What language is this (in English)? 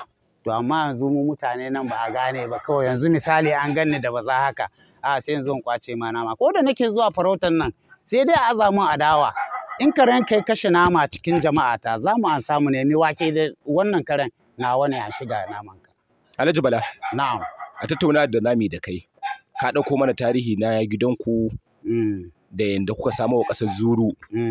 Hausa